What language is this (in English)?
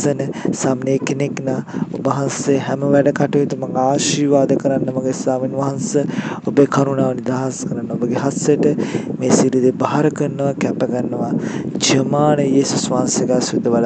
Sinhala